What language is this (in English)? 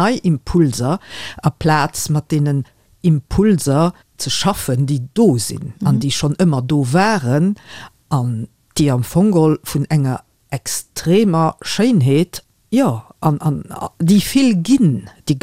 Luxembourgish